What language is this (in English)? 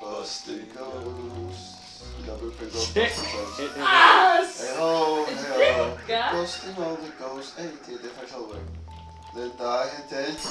Faroese